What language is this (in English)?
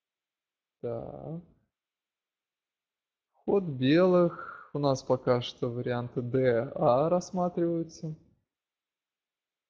Russian